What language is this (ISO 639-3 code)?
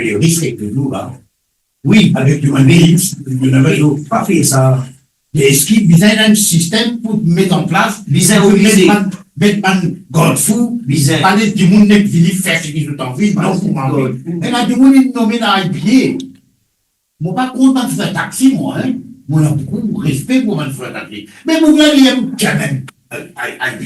mfe